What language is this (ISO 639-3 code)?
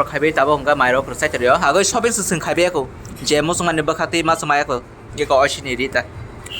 trp